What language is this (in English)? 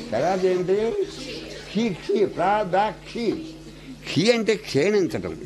Telugu